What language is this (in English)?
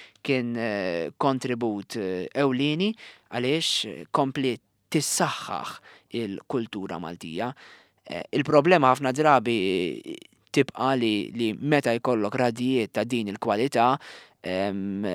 Maltese